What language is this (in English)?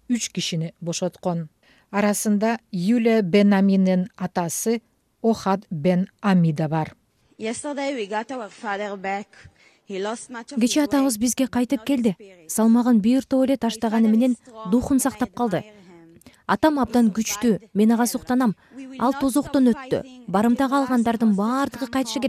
Kyrgyz